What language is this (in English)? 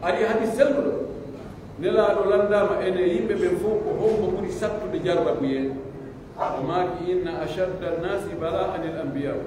Pular